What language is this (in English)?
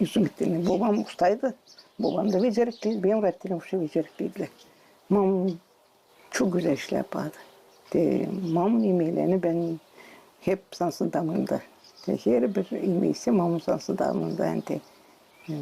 Gagauz